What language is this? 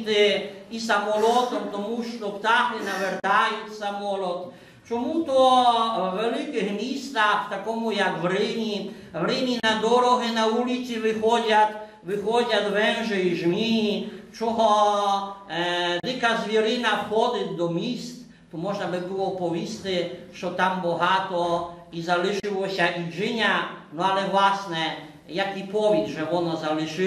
Rusyn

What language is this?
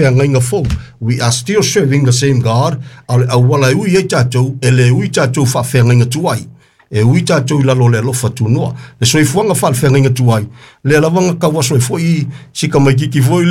Samoan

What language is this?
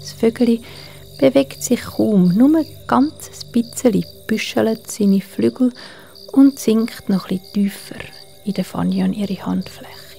Swiss German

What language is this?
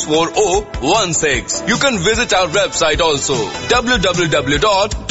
Punjabi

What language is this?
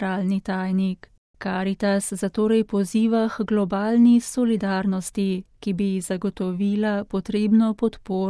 Slovenian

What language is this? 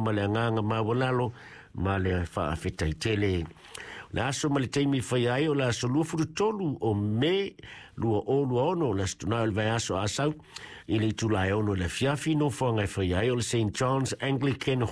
Samoan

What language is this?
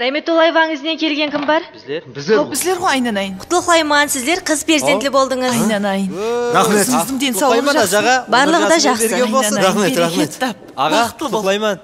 Kara-Kalpak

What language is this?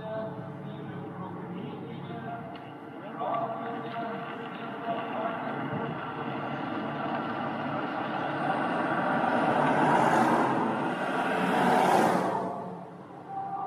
Russian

